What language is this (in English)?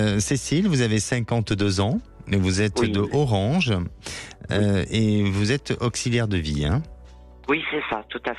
French